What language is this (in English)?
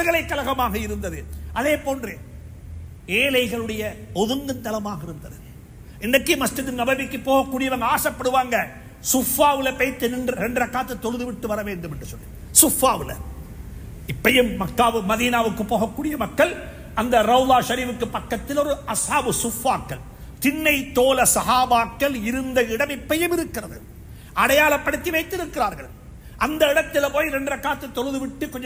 Tamil